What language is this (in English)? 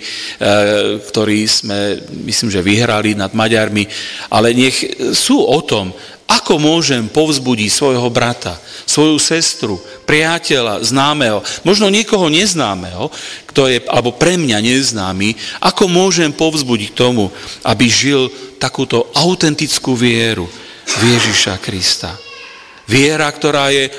Slovak